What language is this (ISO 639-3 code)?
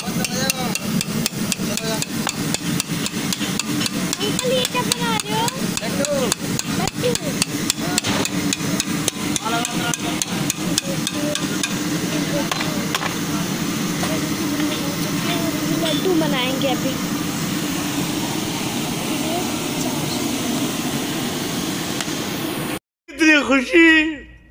hin